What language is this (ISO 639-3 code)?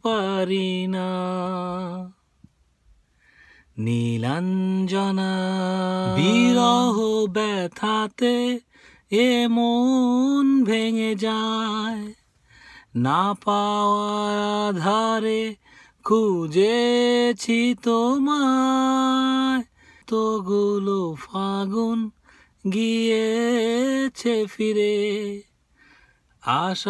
ben